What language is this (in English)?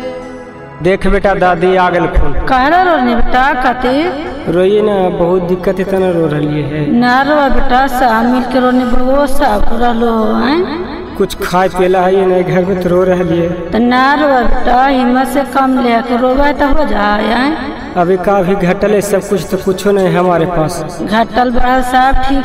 Bhojpuri